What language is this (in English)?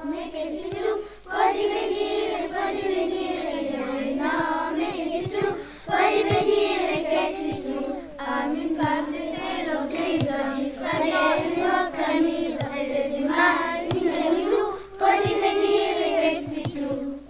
Occitan